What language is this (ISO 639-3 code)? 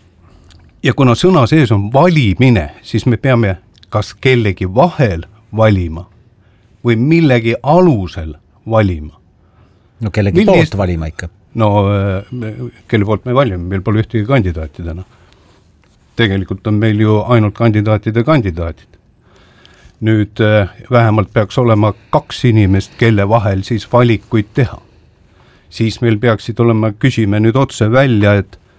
est